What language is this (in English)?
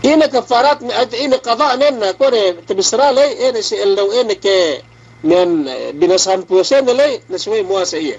Yakan